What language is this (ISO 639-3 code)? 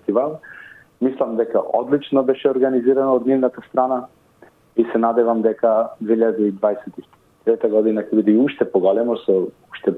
mkd